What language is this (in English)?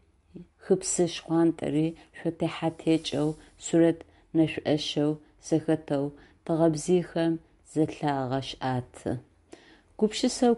Adyghe